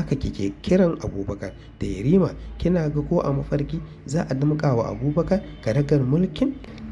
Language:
Hausa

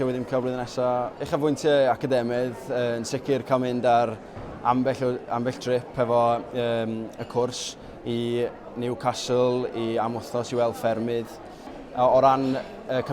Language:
Welsh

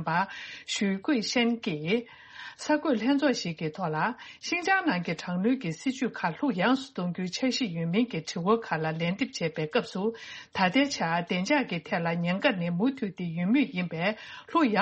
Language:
Tibetan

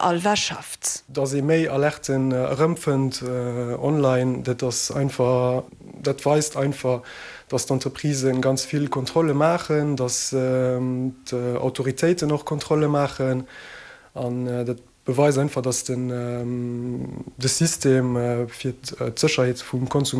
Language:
Luxembourgish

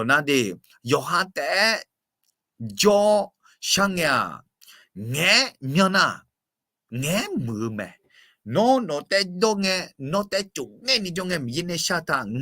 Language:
Akha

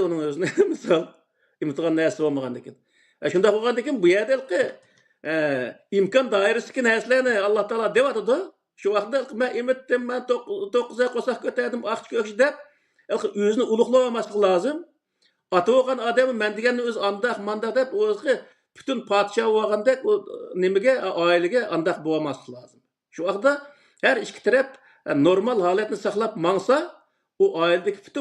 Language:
Uyghur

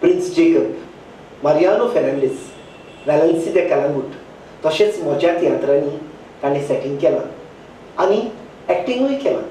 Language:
Konkani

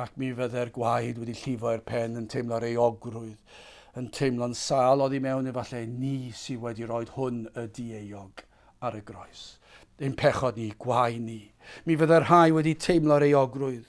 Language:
Welsh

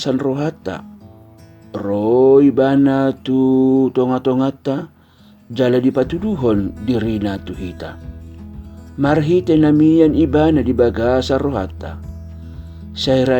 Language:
Batak Toba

